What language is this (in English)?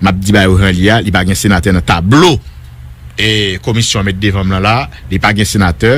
Haitian Creole